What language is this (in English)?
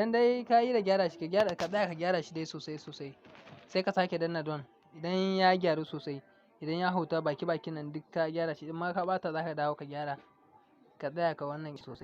Hausa